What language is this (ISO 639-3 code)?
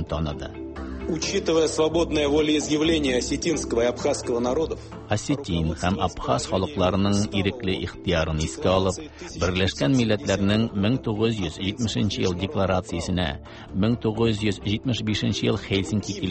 tat